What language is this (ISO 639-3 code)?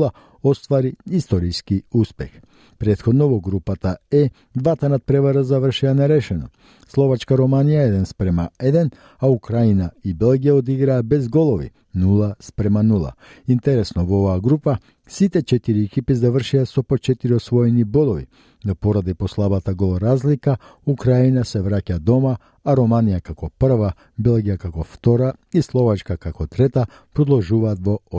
mkd